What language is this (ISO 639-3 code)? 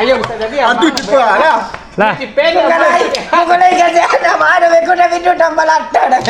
min